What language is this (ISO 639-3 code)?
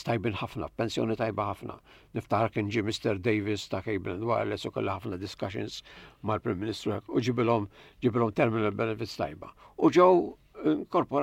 mlt